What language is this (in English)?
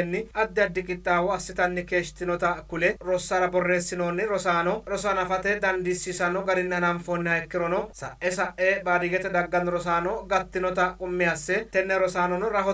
Sidamo